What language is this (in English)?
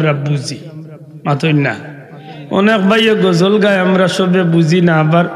Sylheti